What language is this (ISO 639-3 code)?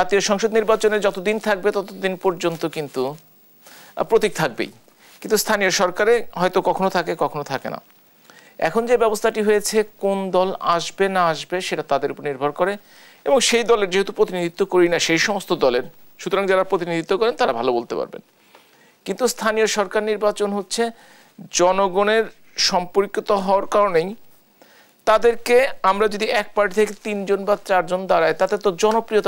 ben